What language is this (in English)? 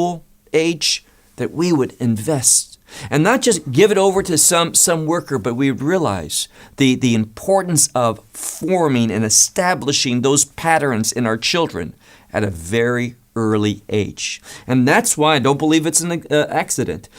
English